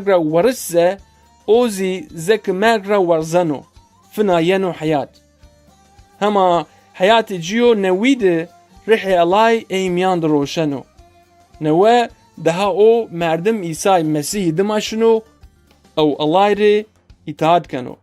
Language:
Zaza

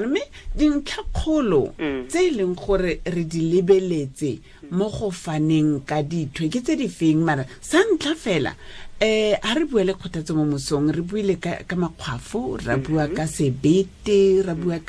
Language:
Tswana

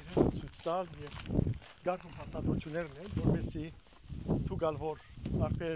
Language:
Western Armenian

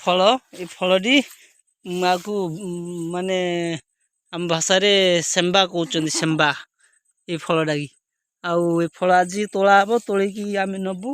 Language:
Odia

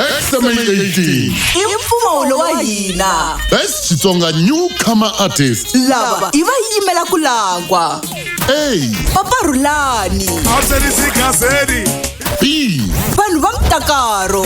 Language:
Tsonga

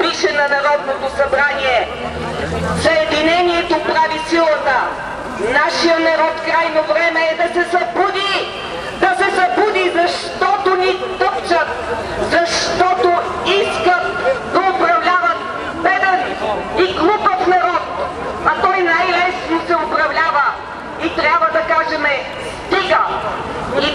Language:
Bulgarian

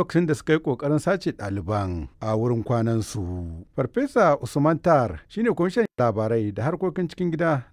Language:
Hausa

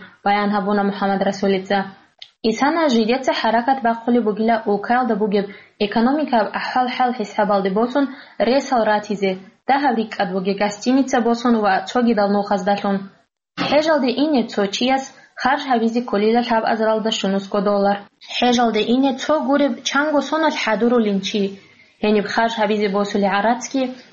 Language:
Avaric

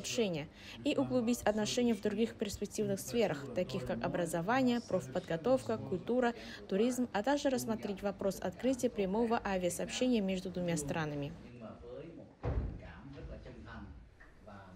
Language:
Russian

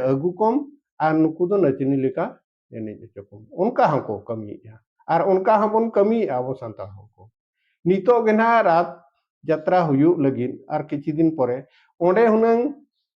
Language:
Santali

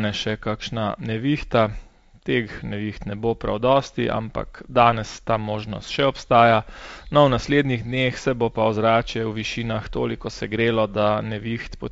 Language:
Slovenian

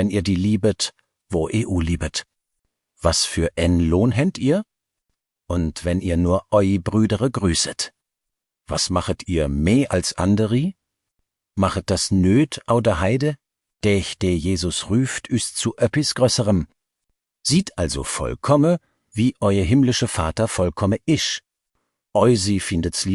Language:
Swiss German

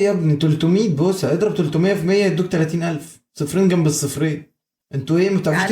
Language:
Egyptian Arabic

